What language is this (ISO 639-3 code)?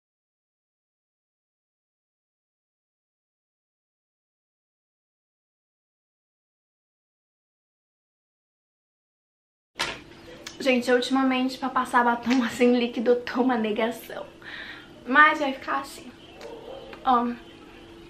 por